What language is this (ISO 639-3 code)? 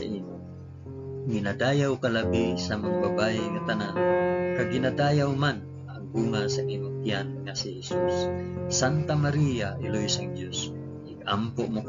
hil